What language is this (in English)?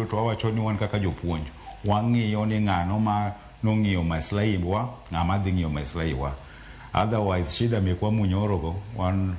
Luo (Kenya and Tanzania)